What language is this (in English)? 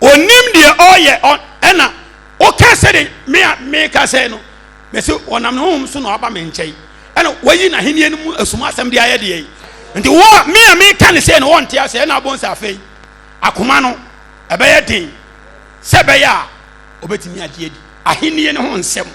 Akan